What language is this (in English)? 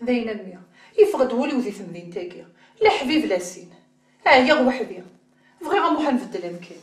Kabyle